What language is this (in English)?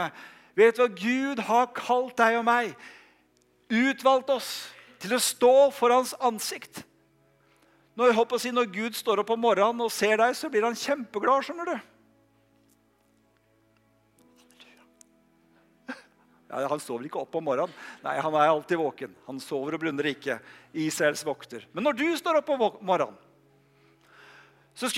Norwegian